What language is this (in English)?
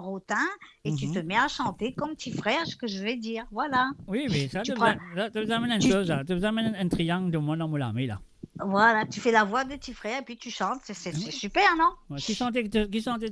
Morisyen